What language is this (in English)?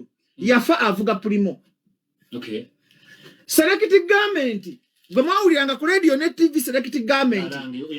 Ganda